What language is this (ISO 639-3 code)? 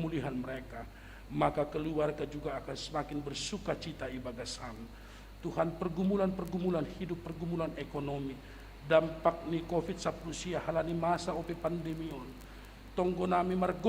bts